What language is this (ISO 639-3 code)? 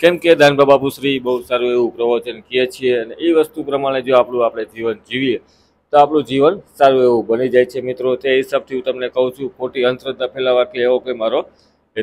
guj